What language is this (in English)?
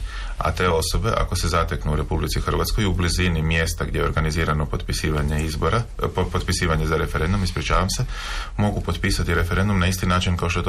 Croatian